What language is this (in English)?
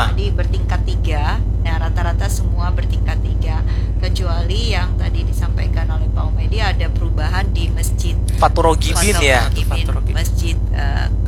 Indonesian